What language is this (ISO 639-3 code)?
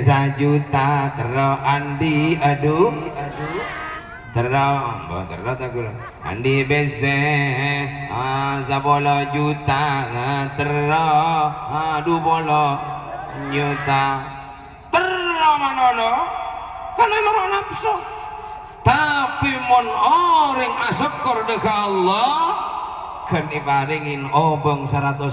mad